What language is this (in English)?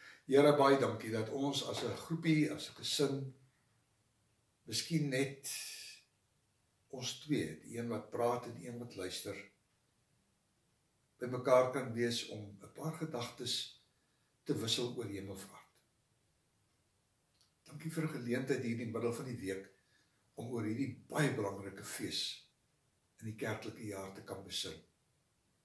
Afrikaans